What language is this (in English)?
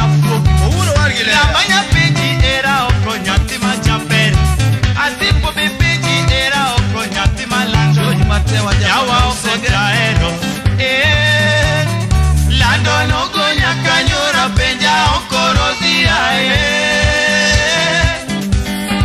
Luo (Kenya and Tanzania)